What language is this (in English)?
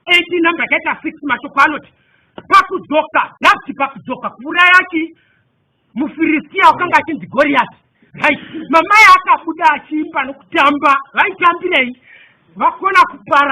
Shona